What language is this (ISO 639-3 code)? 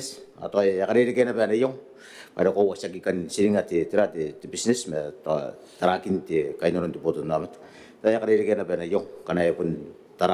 gil